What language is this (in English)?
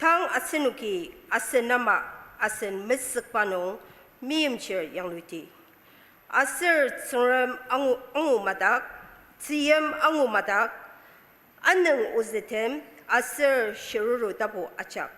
Ao Naga